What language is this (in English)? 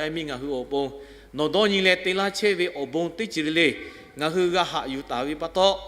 Lahu